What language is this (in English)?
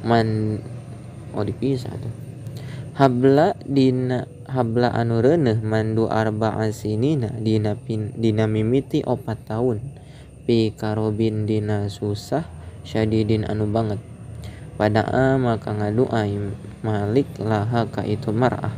Sundanese